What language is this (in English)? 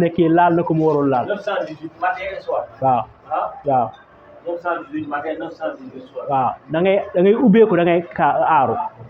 Wolof